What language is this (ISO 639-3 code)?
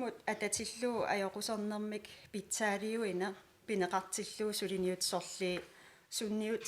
kal